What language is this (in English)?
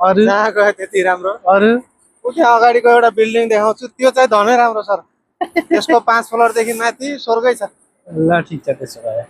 Nepali